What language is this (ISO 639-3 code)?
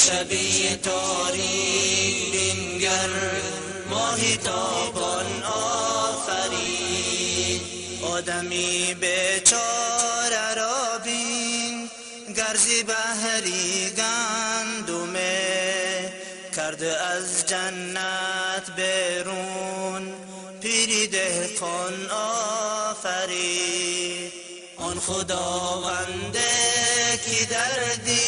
fas